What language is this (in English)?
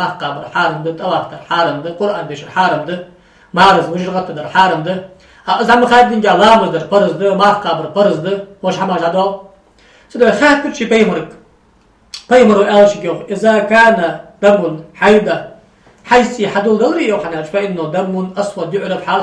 Ingush